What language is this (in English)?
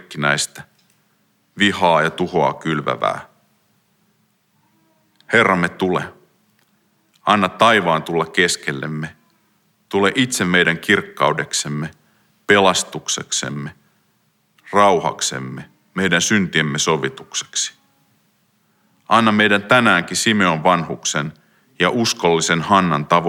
Finnish